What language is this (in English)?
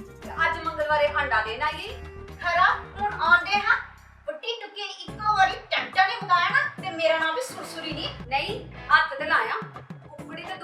Dogri